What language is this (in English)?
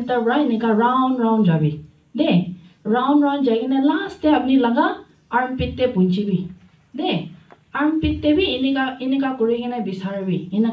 Naga Pidgin